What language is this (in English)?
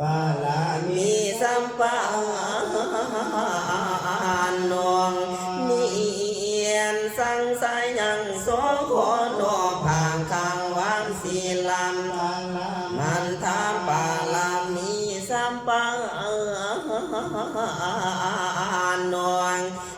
Pali